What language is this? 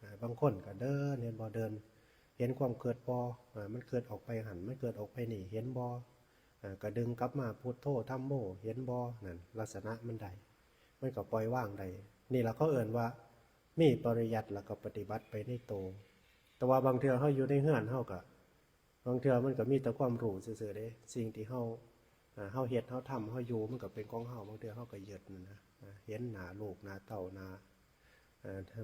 Northeastern Thai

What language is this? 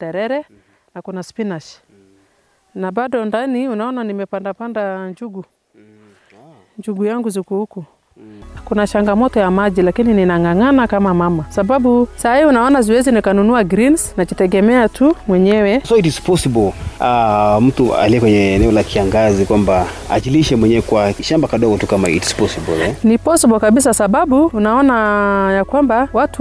Swahili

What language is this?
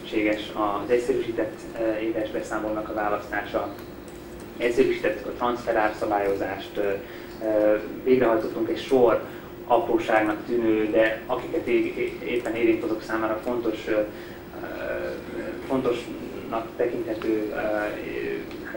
Hungarian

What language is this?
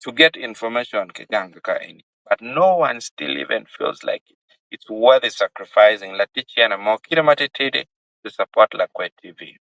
Acoli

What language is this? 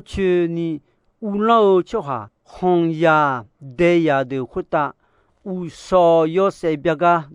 Akha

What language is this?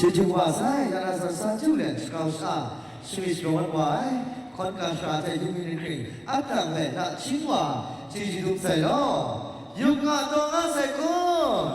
Kachin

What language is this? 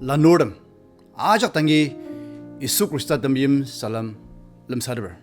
Ao Naga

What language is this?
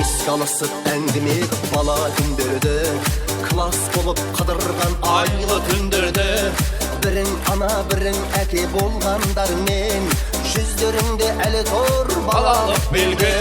Kara-Kalpak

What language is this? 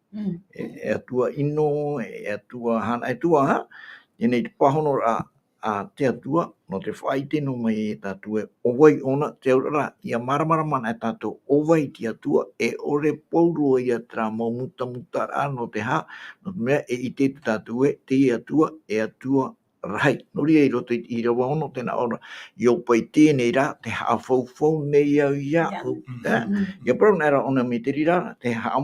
Tahitian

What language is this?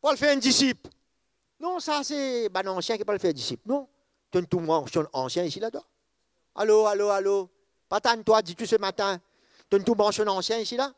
Morisyen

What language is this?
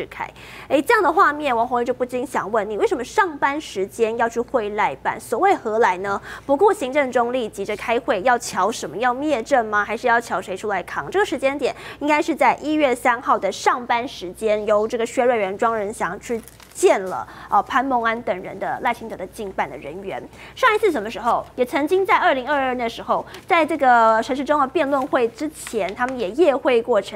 Chinese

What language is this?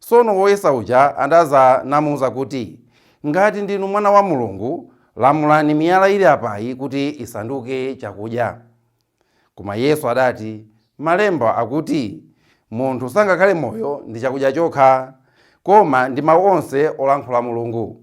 Nyanja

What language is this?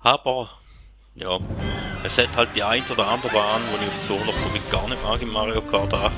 Swiss German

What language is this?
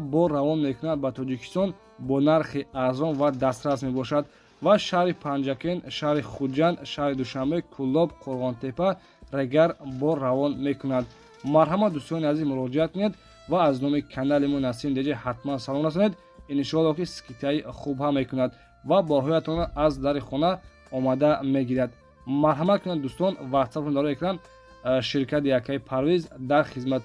Tajik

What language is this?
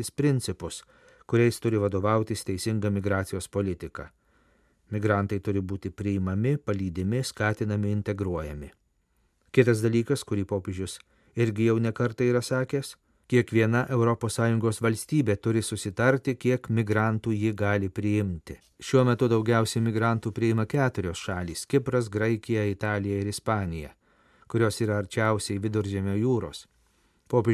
Lithuanian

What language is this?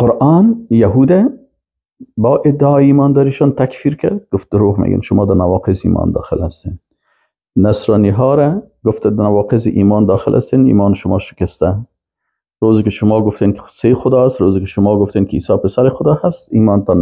Persian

